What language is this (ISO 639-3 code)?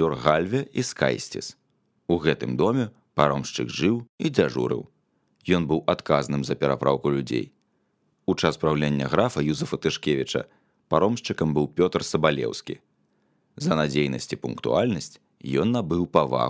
bel